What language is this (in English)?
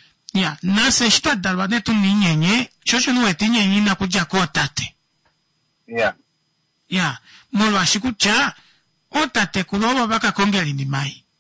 Kuanyama